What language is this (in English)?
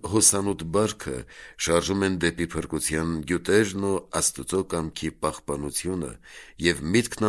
Armenian